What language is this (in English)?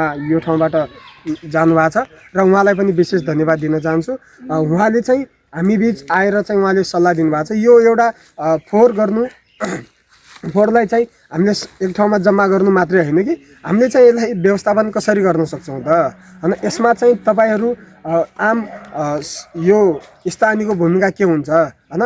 Nepali